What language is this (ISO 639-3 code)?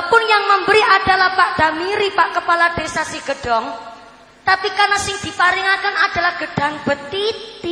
jav